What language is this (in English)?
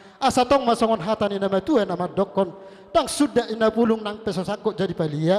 Batak Toba